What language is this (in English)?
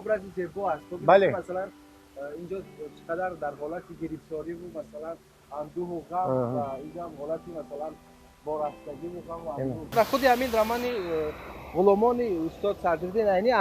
Tajik